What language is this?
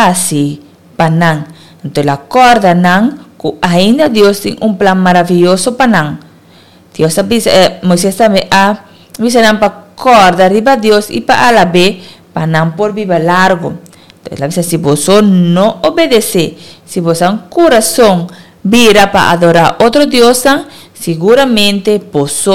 Papiamento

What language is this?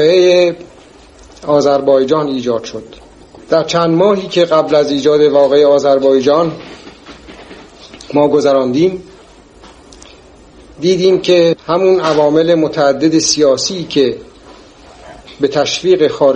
Persian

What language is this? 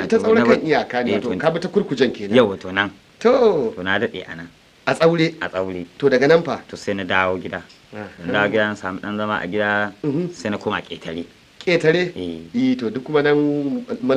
Hausa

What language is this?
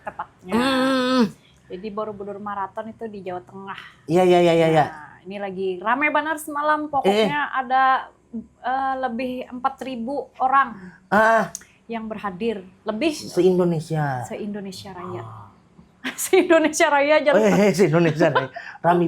Banjar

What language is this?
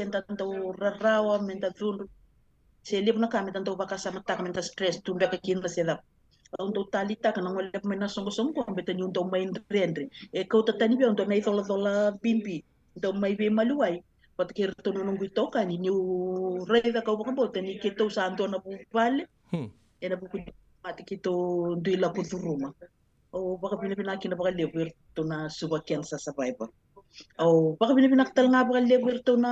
Fijian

